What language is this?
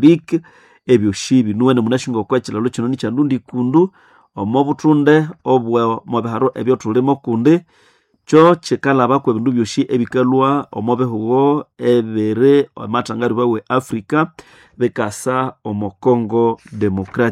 Nande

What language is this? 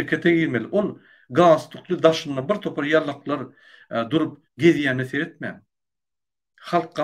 Turkmen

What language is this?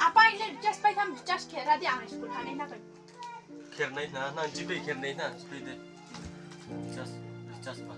Riang (India)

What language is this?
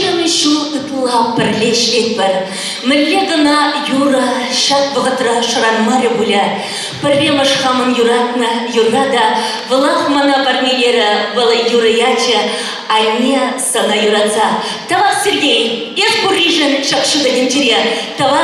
Chuvash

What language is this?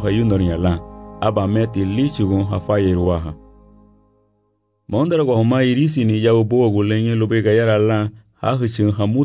Garifuna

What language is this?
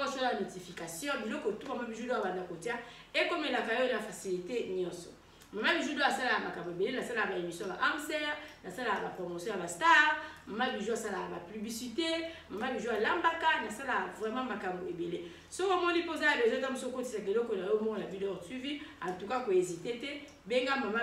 Lingala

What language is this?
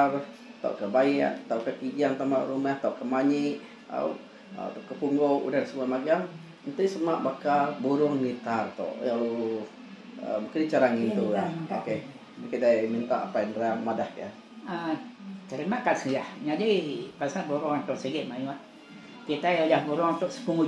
Iban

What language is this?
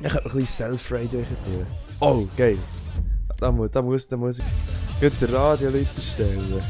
Swiss German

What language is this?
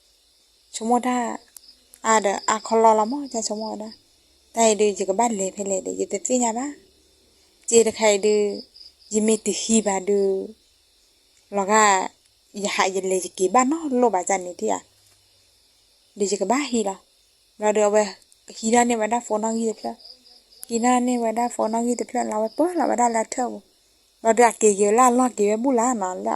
S'gaw Karen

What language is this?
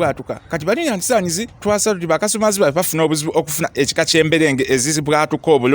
Ganda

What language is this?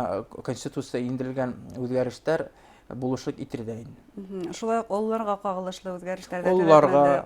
Bashkir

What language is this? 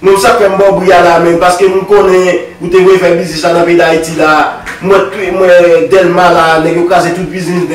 Haitian Creole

